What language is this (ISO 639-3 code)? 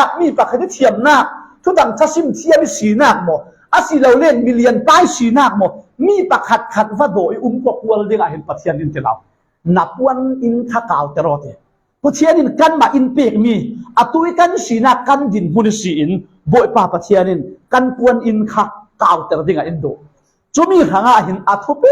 cfm